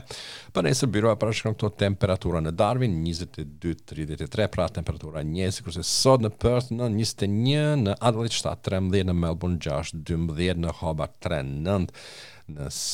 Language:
Albanian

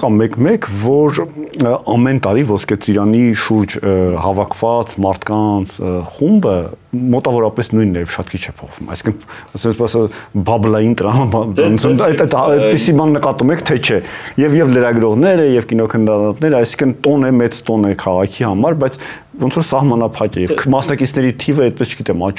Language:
Armenian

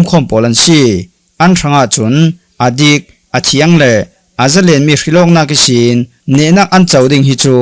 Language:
Falam Chin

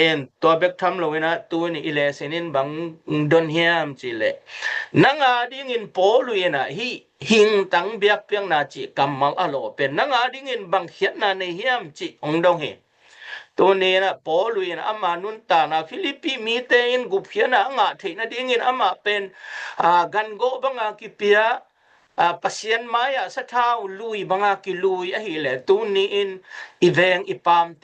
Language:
Tedim Chin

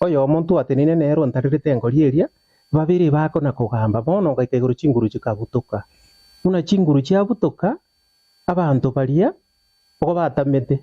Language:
Gusii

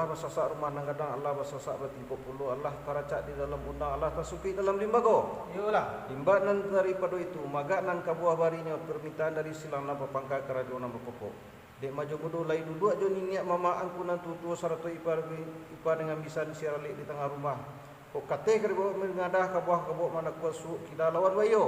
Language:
Minangkabau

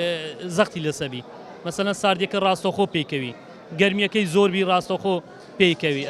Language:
Central Kurdish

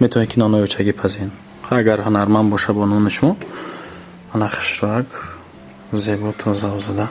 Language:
Tajik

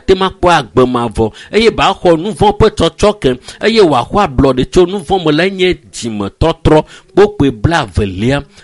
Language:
Ewe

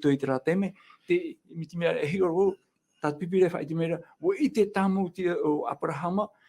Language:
Tahitian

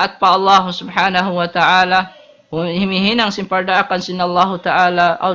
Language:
Tausug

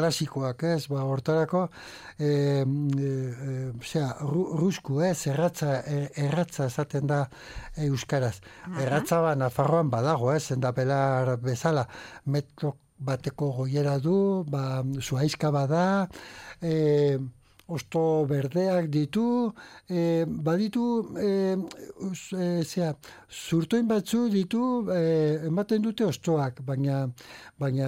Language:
Basque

